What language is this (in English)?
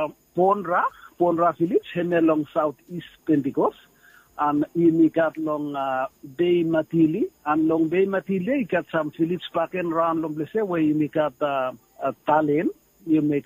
Bislama